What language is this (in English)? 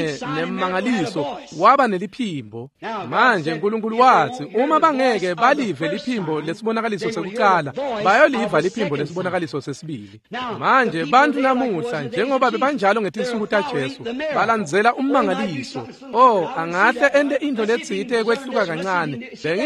Swati